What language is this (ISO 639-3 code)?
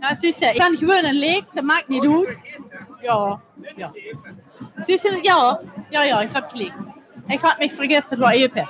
lim